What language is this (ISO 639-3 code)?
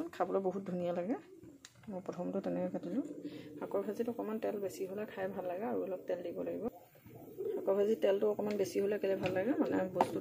asm